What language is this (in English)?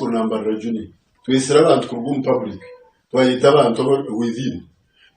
Nyankole